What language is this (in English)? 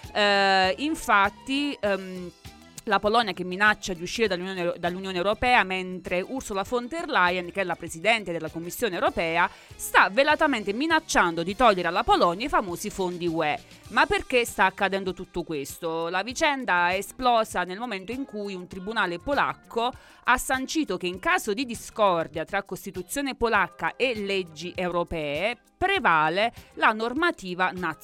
Italian